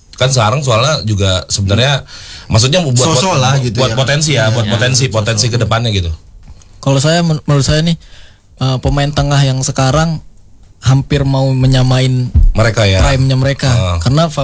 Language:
Indonesian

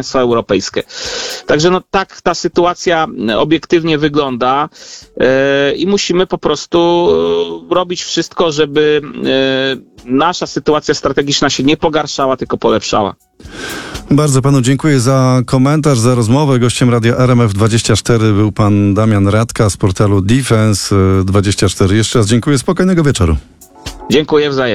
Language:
Polish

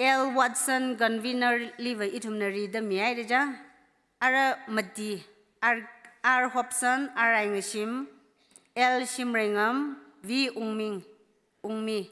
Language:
Tangkhul Naga (India)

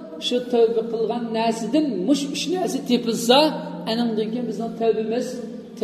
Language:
Uyghur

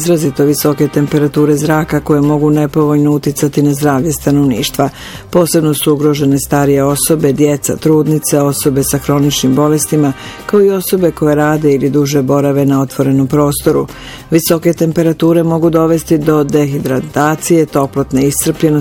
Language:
Bosnian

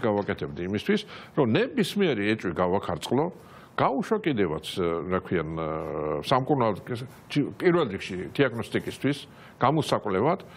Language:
Georgian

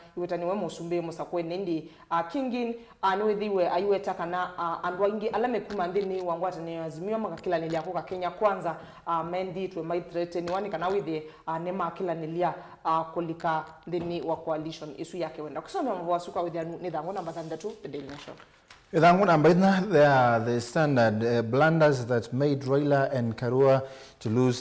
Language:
Kamba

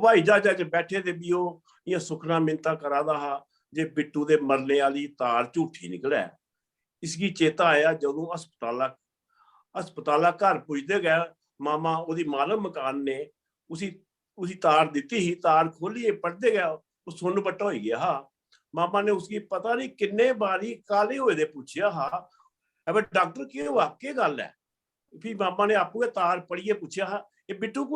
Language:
Dogri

